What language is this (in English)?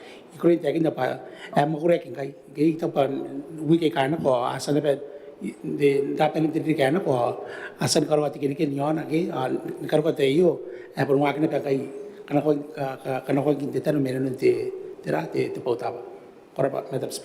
Gilbertese